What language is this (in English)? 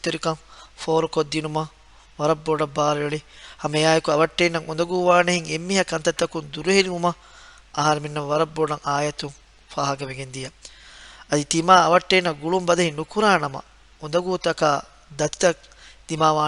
Divehi